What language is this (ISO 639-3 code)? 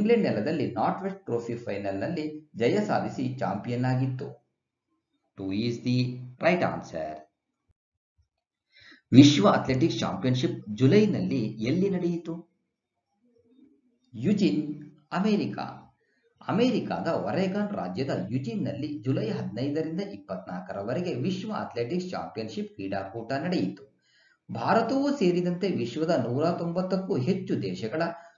kan